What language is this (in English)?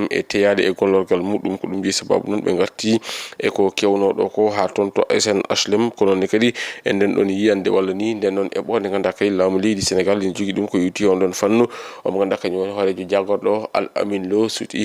Fula